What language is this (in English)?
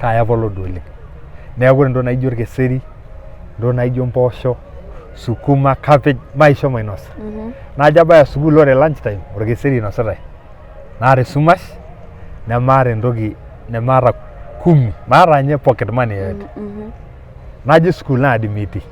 Masai